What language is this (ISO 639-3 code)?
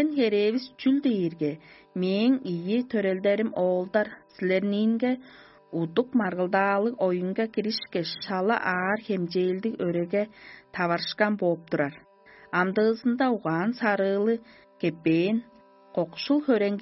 tyv